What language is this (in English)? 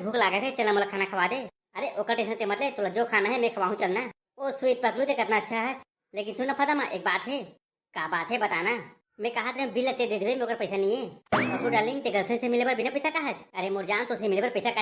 Chhattisgarhi